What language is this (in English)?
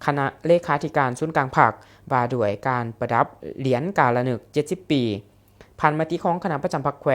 Lao